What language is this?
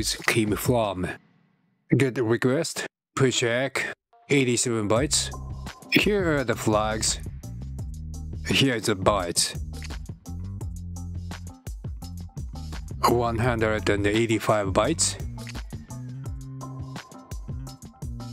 English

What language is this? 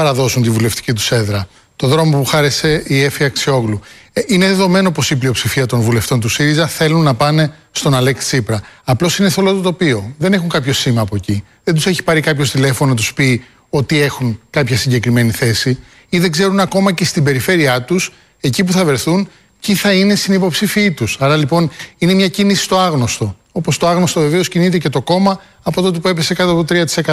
Greek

